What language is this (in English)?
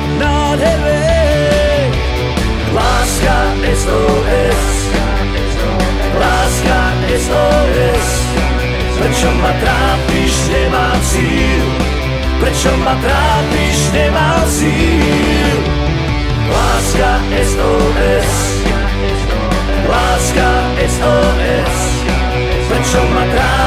Slovak